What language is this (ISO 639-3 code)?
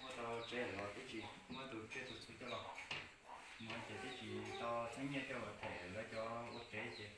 hmn